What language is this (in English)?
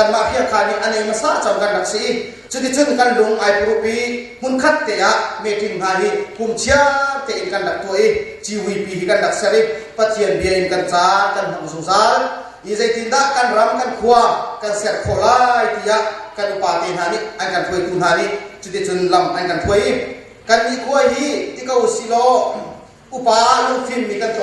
Hakha Chin